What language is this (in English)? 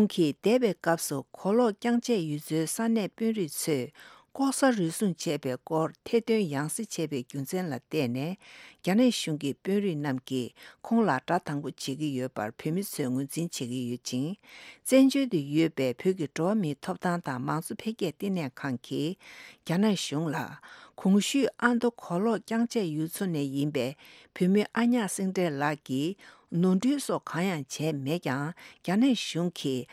Tibetan